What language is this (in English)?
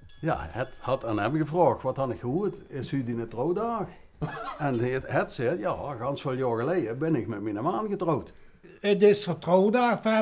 Limburgish